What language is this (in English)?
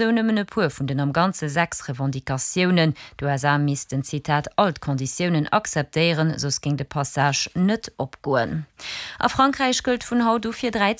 Luxembourgish